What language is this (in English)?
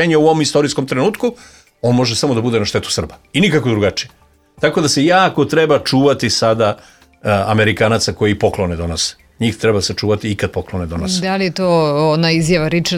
Serbian